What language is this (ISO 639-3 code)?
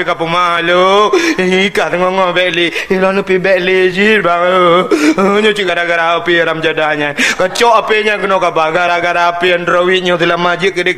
ace